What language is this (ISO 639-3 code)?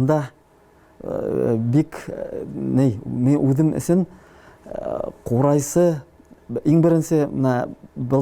bak